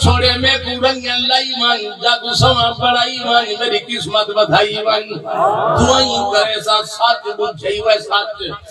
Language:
Saraiki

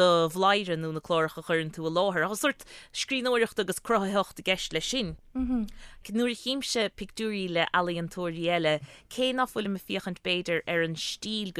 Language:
Irish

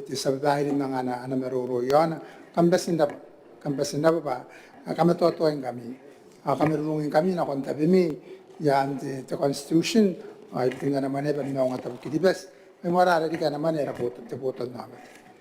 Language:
Gilbertese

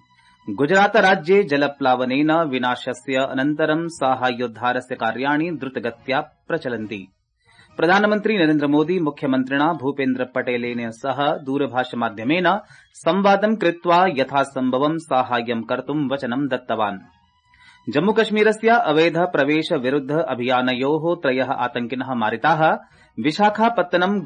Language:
Sanskrit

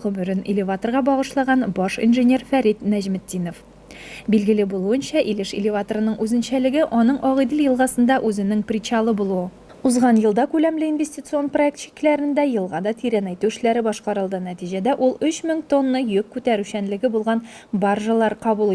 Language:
Tatar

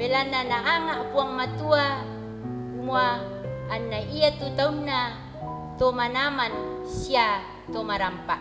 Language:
Toraja-Sa'dan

